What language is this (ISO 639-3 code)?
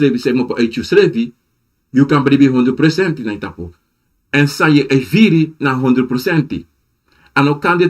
srn